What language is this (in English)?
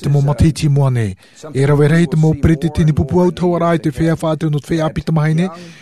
Tahitian